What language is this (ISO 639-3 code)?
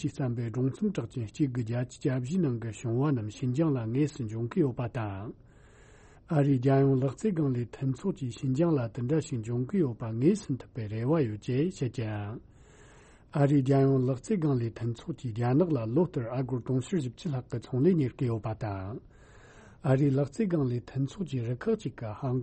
bod